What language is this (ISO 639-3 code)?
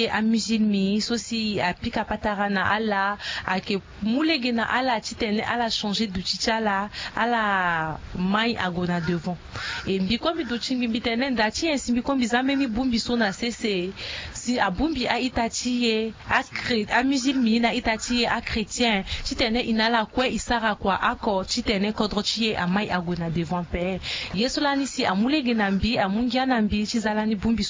sag